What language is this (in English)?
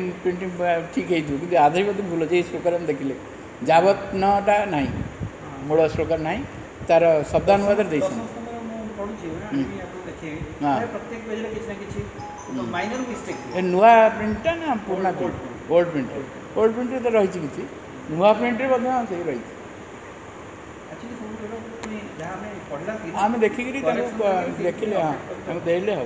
Odia